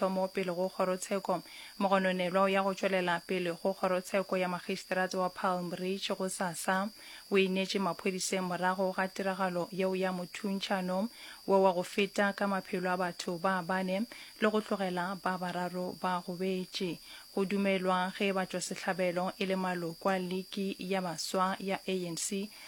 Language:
Northern Sotho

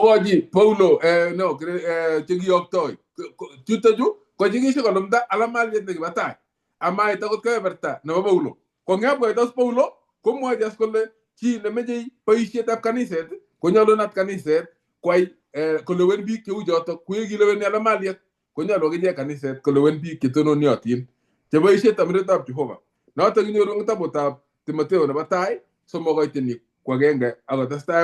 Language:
Kalenjin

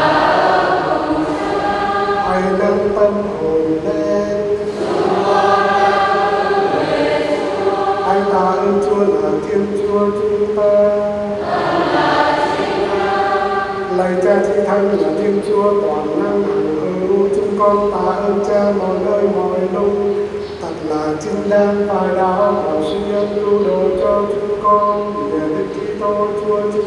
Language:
Vietnamese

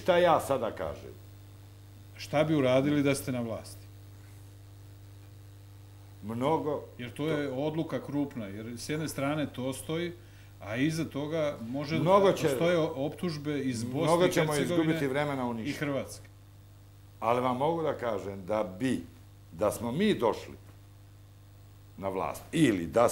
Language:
Serbian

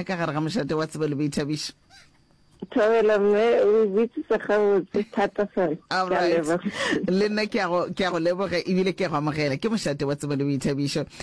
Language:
Northern Sotho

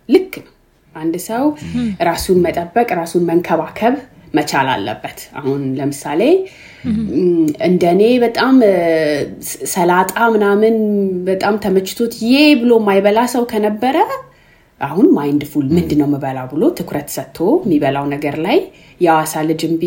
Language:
Amharic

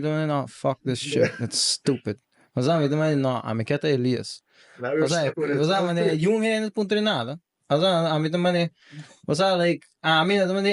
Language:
Papiamento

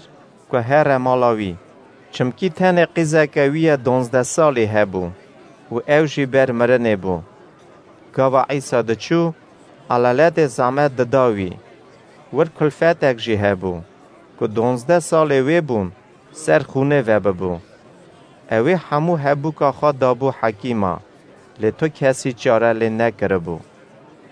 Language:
Kurdish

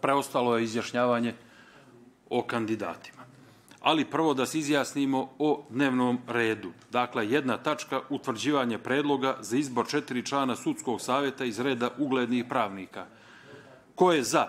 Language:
Bosnian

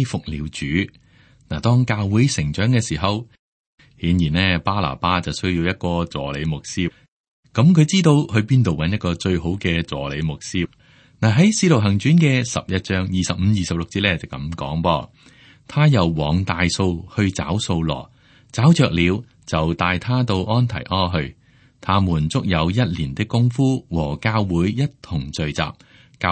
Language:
Cantonese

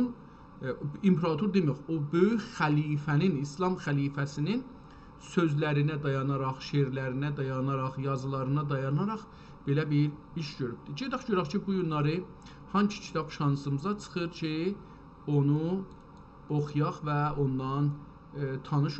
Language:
South Azerbaijani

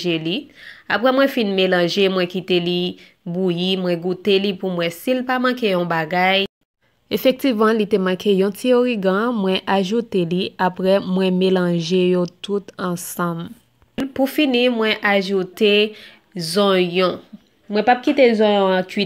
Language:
Haitian Creole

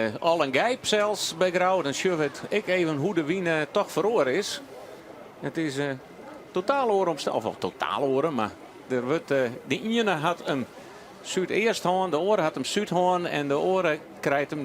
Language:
Western Frisian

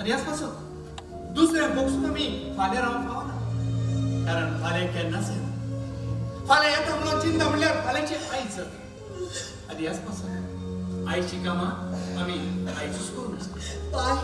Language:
Konkani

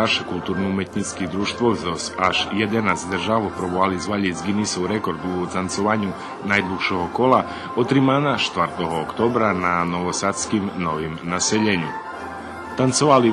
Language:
Rusyn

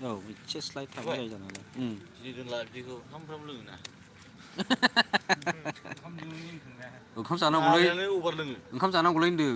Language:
Bodo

